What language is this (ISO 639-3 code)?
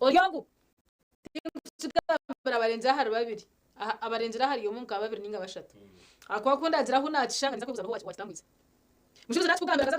nyn